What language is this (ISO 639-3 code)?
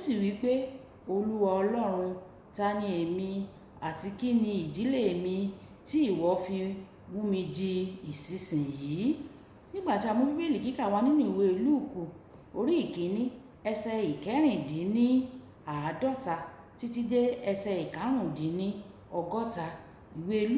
yor